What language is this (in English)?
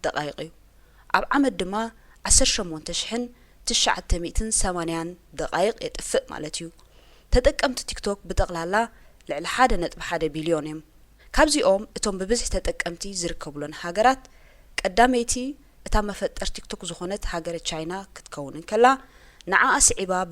Tigrinya